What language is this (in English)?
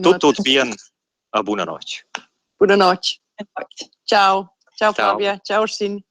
Romansh